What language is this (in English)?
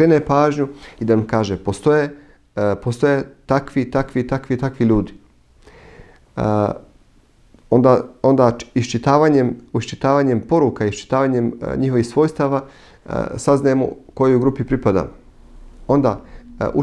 Bosnian